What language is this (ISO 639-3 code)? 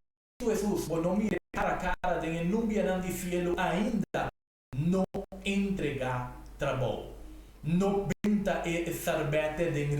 pap